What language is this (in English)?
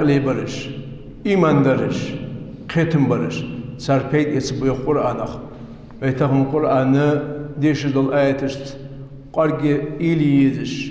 Ingush